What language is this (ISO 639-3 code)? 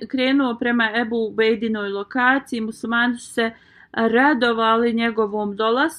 bos